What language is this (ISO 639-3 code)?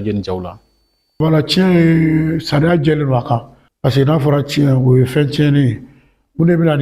bam